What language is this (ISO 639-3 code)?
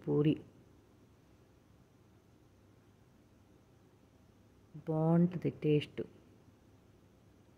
tel